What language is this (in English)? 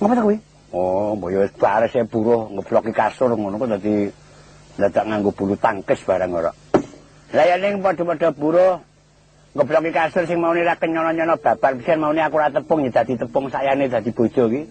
Javanese